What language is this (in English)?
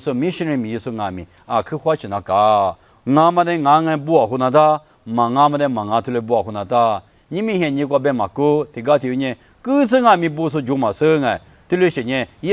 Lisu